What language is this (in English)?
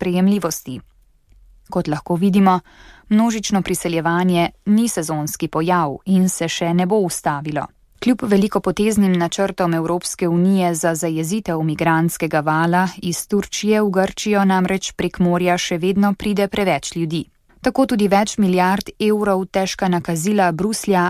Slovenian